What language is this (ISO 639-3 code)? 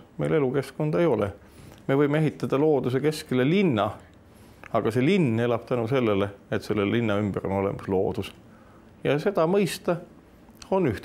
est